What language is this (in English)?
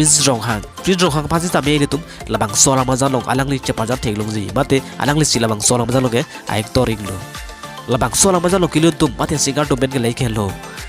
Karbi